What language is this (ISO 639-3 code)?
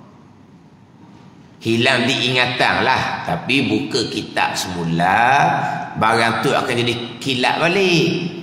msa